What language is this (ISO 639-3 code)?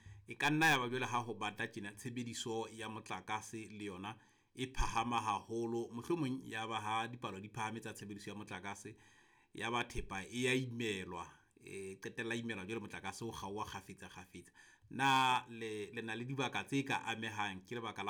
sot